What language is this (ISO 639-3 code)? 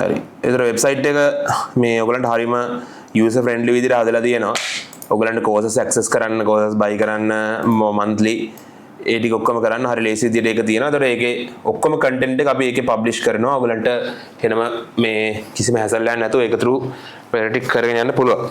sin